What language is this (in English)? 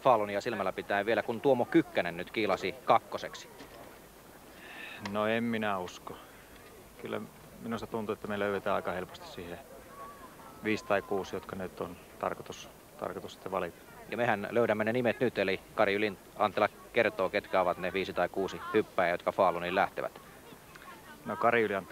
Finnish